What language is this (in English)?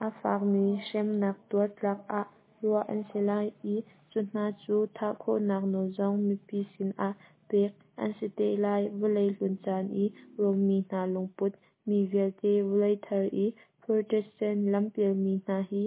Hakha Chin